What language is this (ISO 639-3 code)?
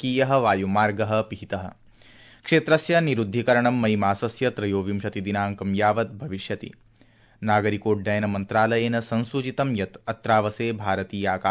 san